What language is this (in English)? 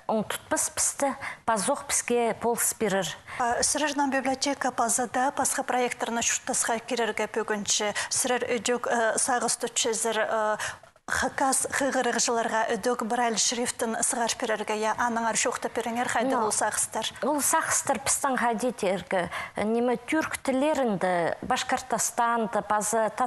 Khakas